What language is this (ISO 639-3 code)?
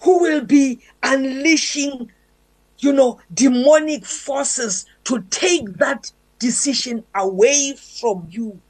eng